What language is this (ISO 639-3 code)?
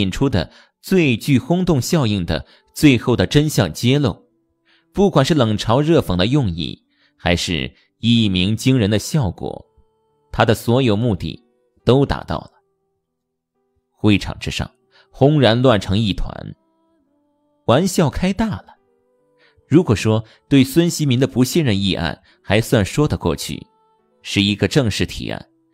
zho